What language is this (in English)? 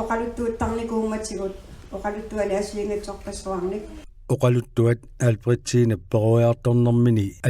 Kalaallisut